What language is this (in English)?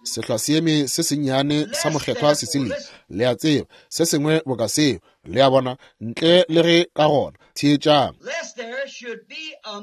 Northern Sotho